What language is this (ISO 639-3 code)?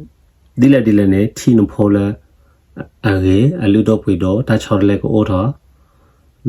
ksw